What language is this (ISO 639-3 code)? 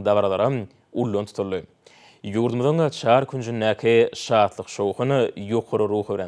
tuk